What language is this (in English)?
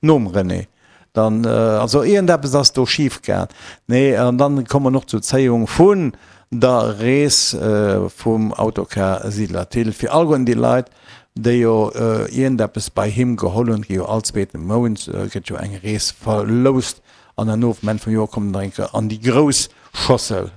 Luxembourgish